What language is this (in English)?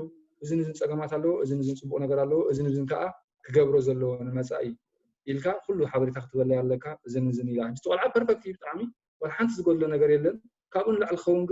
Tigrinya